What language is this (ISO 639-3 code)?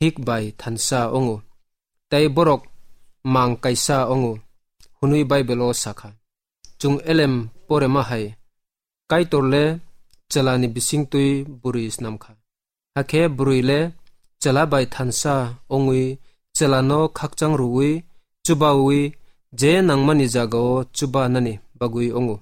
trp